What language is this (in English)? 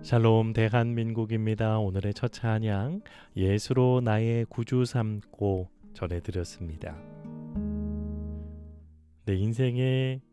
Korean